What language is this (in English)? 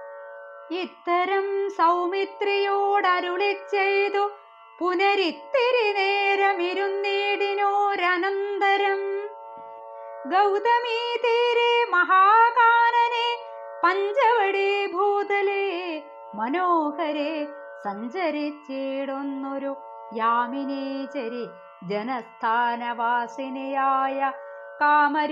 Malayalam